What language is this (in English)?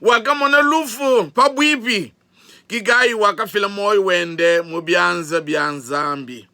Luba-Lulua